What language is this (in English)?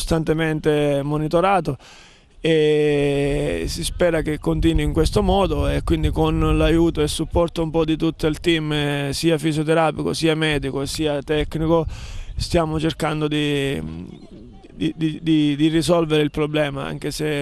Italian